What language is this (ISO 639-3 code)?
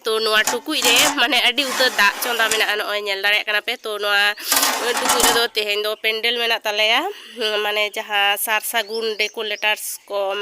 sat